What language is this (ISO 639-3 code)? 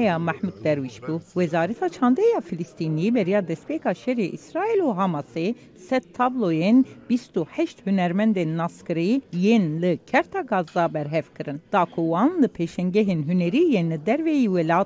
kur